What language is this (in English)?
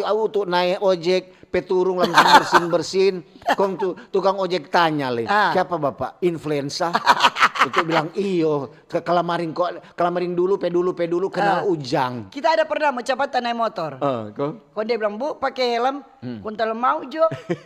Manado Malay